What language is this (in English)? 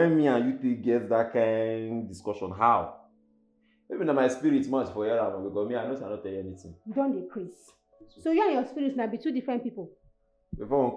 Nigerian Pidgin